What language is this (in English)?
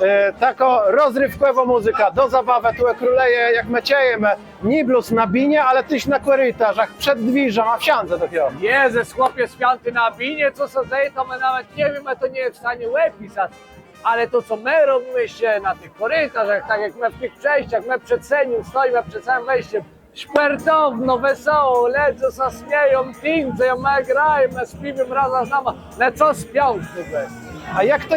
Kashubian